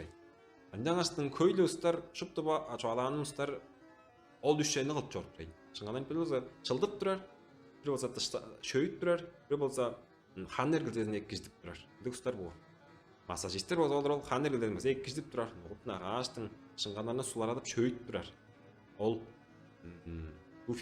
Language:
Tuvinian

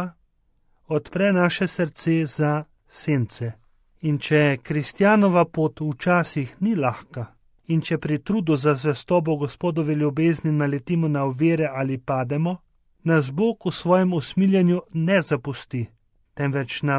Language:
Slovenian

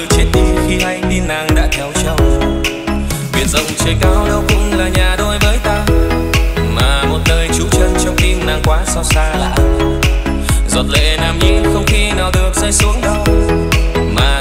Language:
Vietnamese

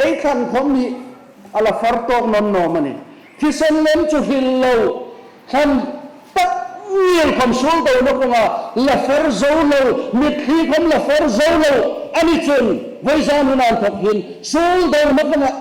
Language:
Hmar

